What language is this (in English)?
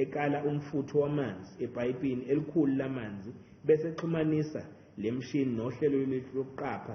Zulu